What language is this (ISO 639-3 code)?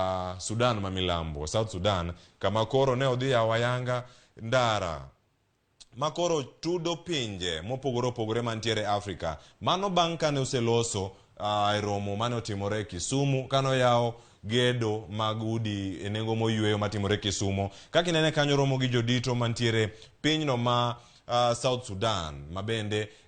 luo